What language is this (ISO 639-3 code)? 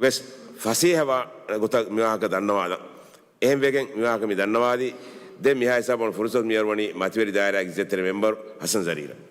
div